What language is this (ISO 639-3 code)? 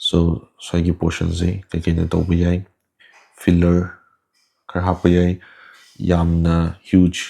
mni